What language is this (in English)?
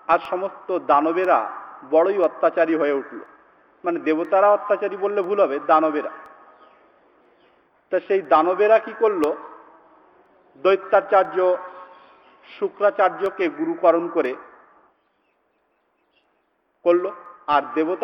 Bangla